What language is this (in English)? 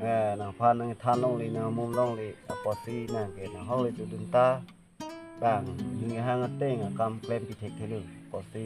Karbi